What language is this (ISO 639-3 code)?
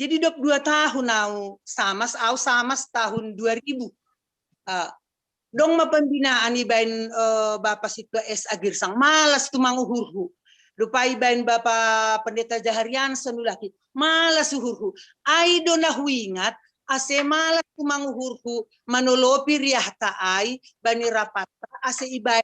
bts